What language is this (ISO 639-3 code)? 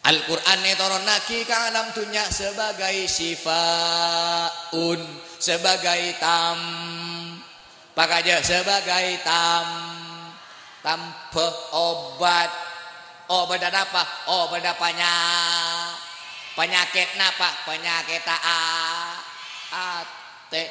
mad